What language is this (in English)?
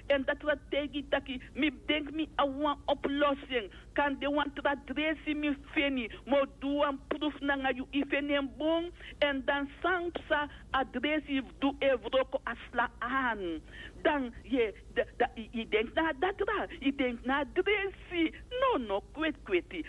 Dutch